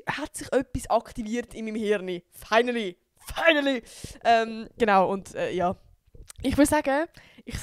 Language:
Swiss German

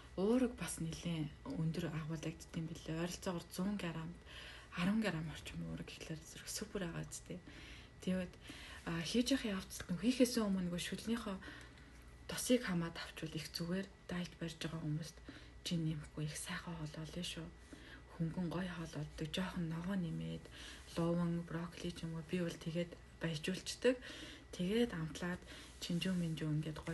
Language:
Mongolian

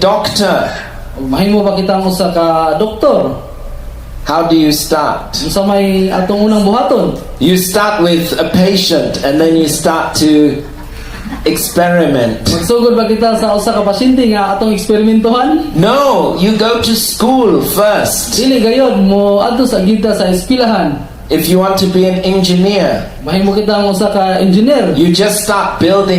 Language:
Cebuano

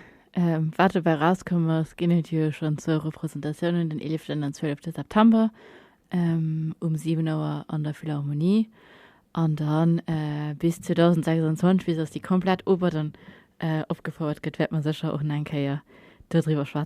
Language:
Luxembourgish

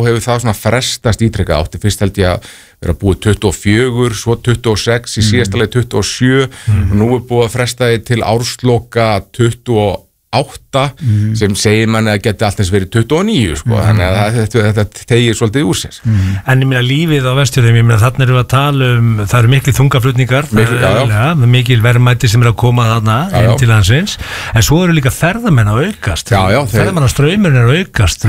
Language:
Icelandic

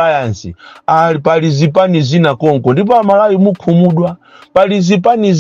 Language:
Nyanja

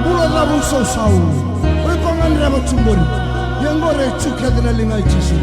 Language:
Fijian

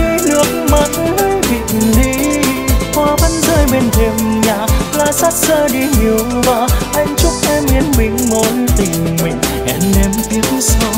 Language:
Vietnamese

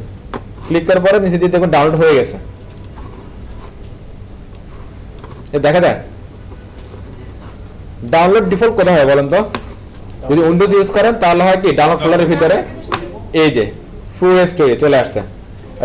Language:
Bangla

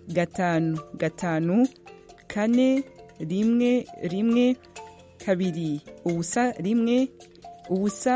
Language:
Kinyarwanda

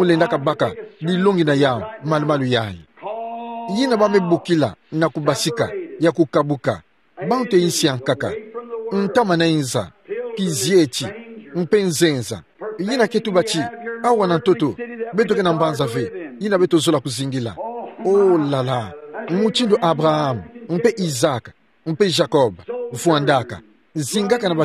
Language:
Kituba (Democratic Republic of Congo)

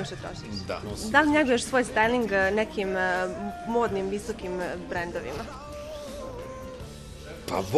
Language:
Bosnian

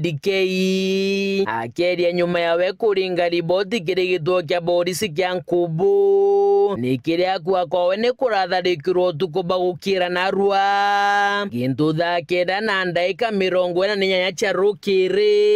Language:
Meru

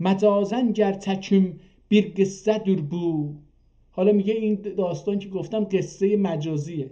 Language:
South Azerbaijani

